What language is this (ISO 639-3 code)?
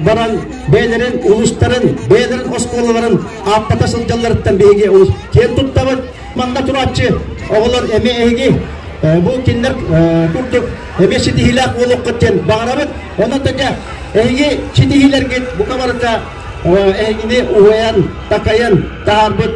sah